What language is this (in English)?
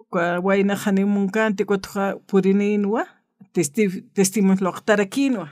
Aymara